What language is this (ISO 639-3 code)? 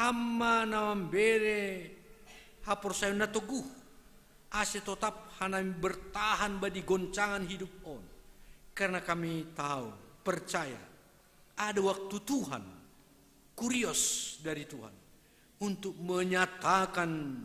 bts